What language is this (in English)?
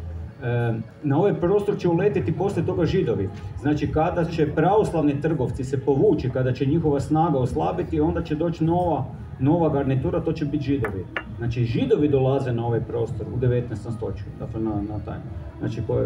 Croatian